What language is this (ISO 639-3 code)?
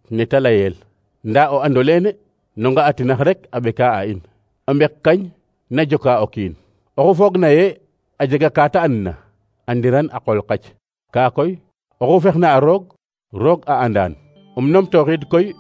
srr